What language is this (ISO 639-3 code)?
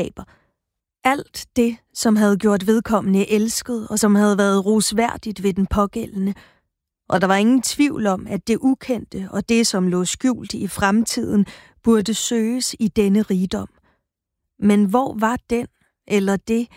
dan